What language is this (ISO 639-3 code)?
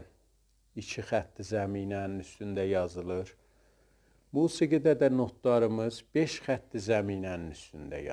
azb